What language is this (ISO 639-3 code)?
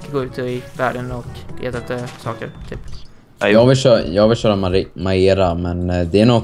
swe